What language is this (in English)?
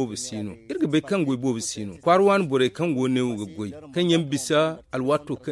Zarma